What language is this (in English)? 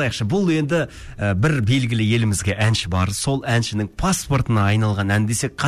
Kazakh